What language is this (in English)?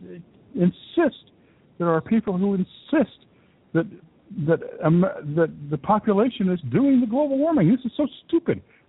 English